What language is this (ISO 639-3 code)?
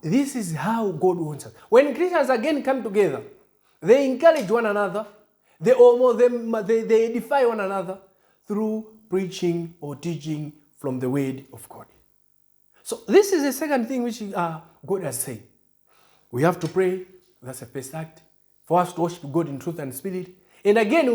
eng